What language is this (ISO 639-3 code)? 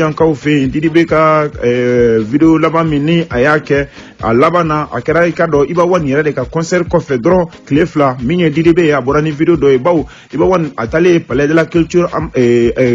bam